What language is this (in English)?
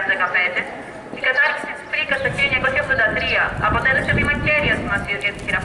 Greek